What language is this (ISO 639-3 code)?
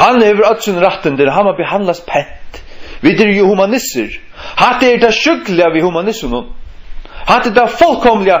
fao